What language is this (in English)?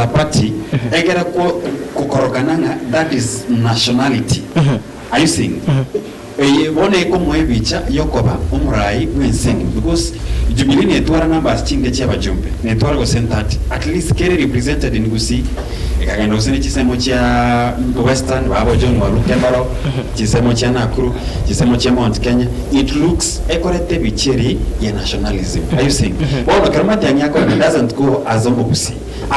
Gusii